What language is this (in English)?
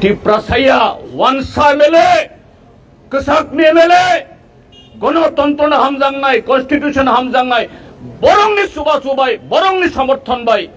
Kok Borok